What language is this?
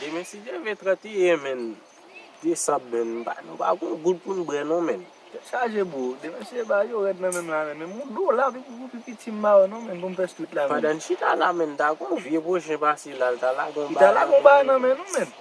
Haitian Creole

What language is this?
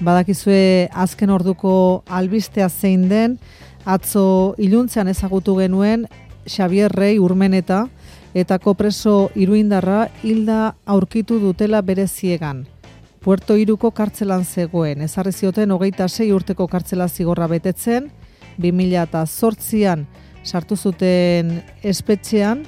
Basque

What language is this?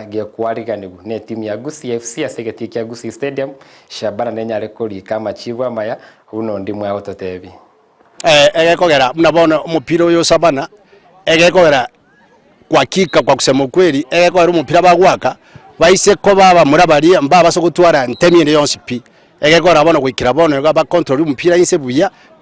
Gusii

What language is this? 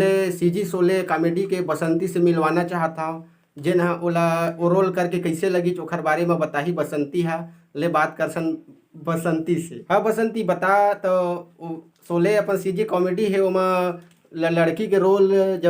Chhattisgarhi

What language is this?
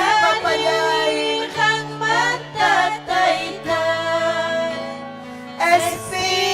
Ayacucho Quechua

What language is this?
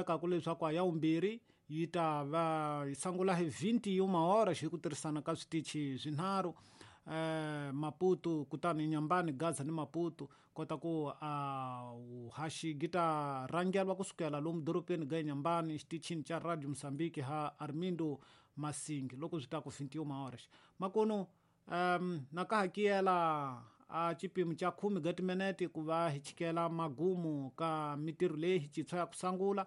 Tsonga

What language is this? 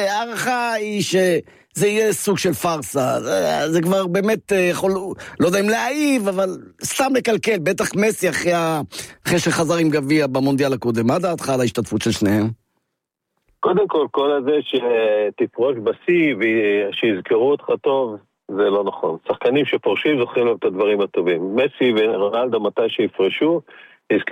Hebrew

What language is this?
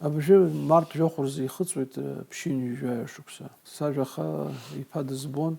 Abkhazian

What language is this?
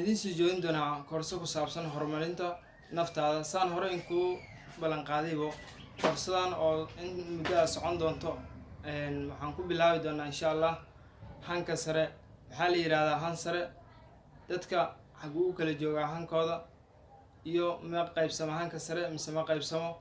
Somali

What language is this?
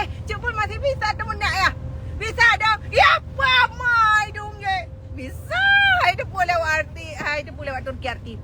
Achinese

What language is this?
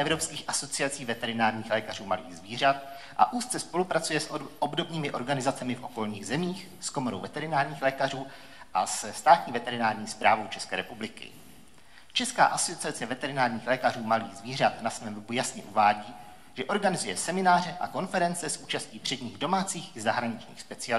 Czech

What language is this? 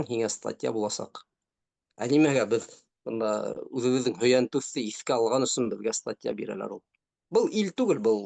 Bashkir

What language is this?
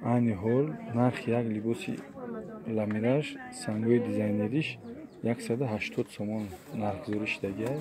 Tajik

